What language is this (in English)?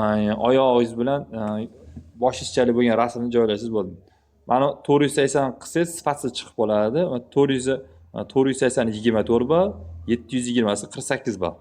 Uzbek